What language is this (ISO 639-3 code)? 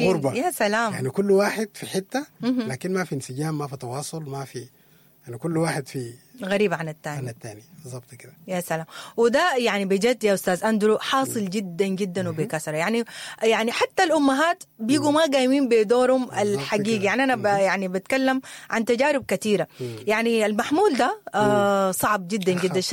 apd